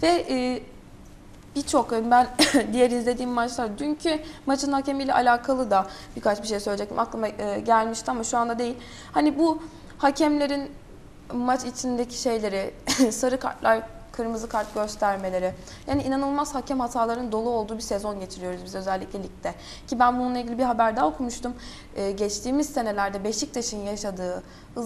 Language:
Turkish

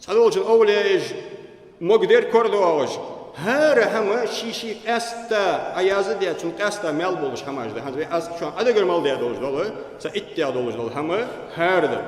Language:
Ingush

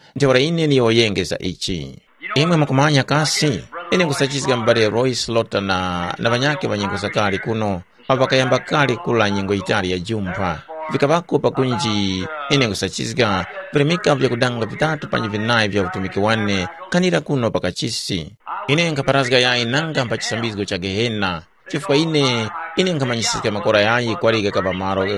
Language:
Tumbuka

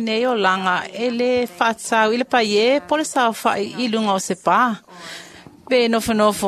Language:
Samoan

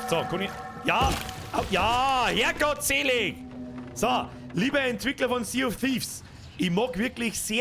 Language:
Bavarian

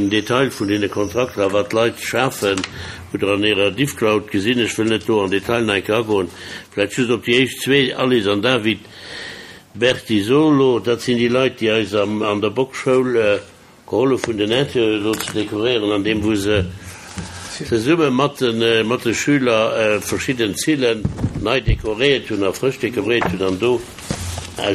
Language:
Luxembourgish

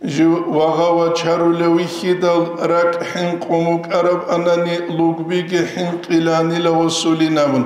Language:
Avaric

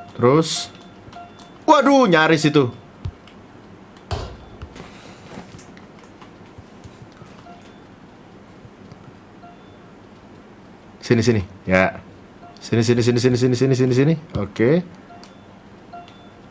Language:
Indonesian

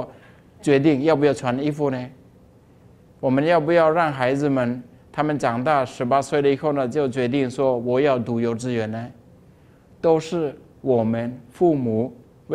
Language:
Chinese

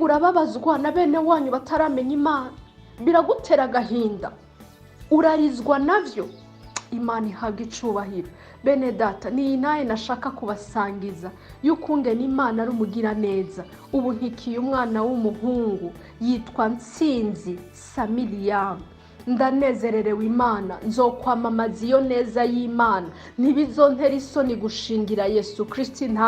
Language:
Rundi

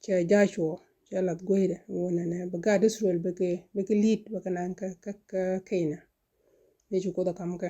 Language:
Nuer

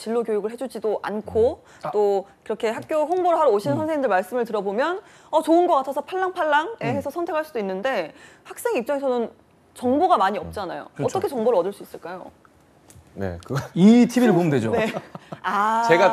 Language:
Korean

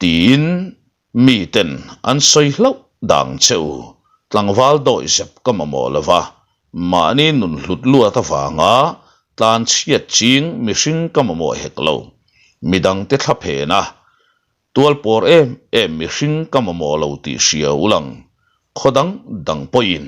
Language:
Mizo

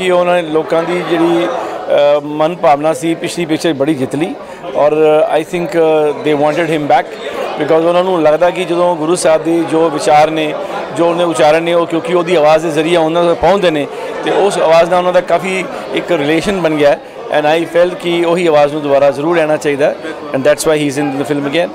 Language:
Punjabi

